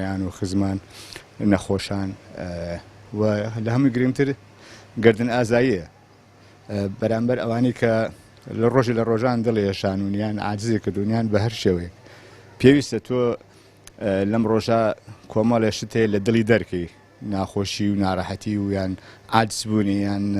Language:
Central Kurdish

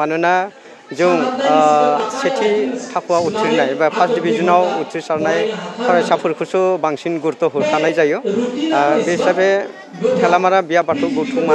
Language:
Bodo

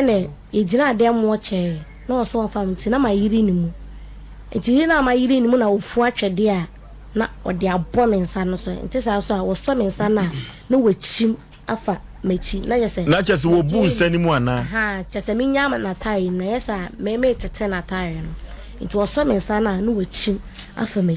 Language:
Akan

